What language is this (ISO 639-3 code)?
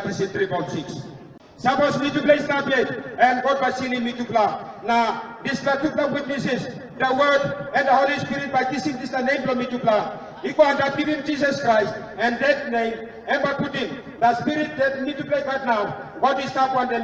tpi